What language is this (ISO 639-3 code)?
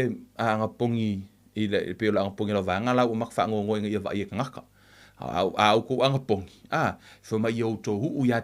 smo